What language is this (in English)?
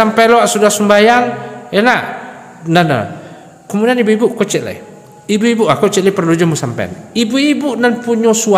Minangkabau